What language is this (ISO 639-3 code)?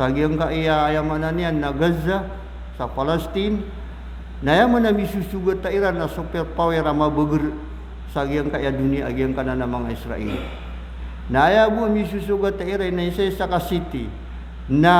mrw